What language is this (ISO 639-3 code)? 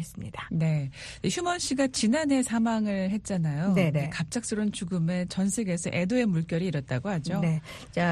kor